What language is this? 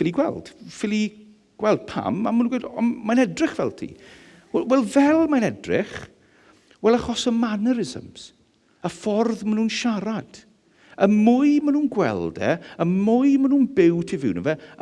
Welsh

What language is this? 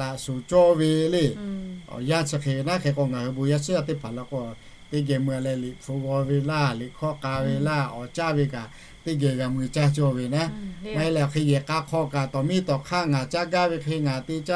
Lahu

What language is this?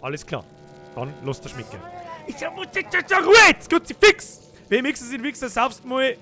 Bavarian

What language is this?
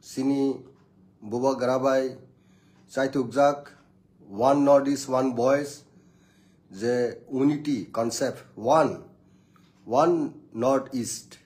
Kok Borok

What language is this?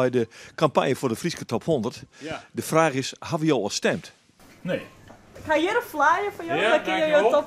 Western Frisian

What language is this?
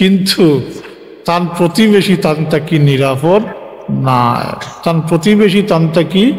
Sylheti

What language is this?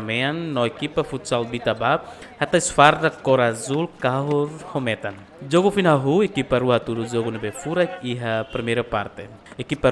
Tetum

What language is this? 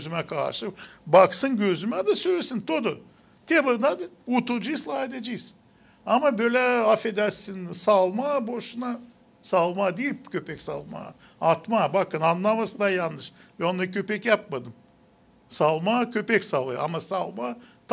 Gagauz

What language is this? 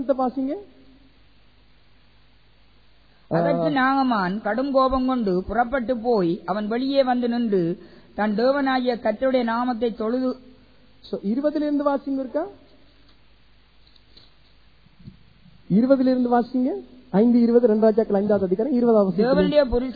Tamil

